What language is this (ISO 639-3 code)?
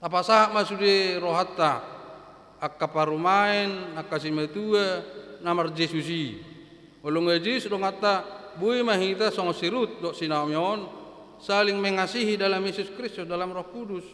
bbc